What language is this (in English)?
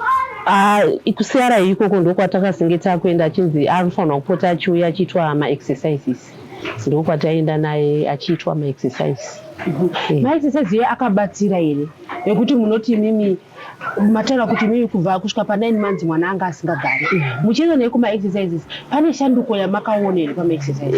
Shona